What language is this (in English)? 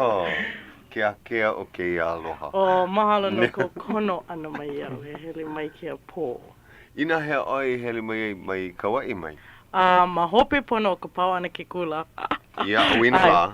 Hawaiian